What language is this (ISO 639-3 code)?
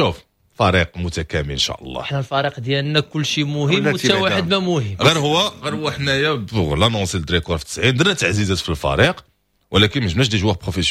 ary